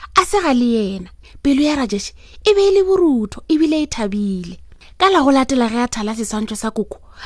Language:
Northern Sotho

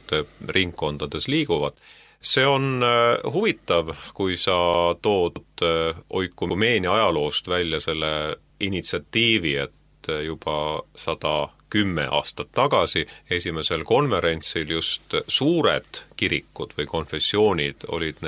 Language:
Estonian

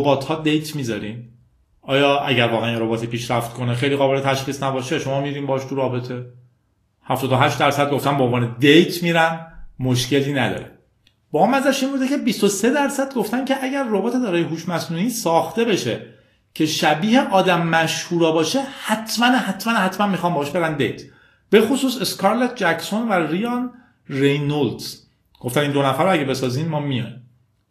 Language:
Persian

